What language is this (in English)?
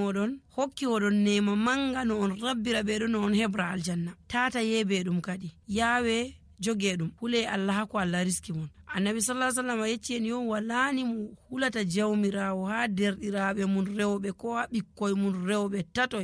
Nigerian Fulfulde